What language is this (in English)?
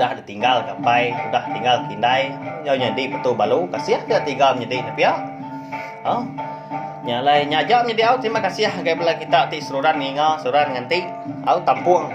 Iban